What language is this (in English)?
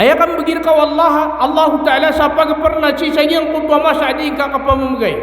Maranao